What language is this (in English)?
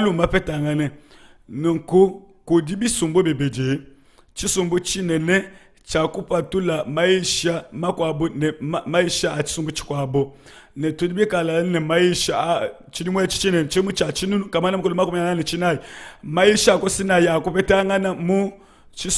Luba-Lulua